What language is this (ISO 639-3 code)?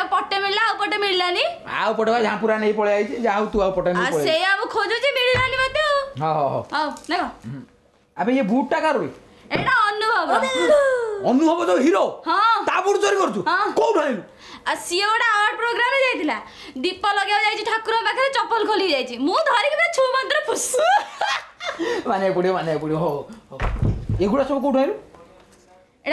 ori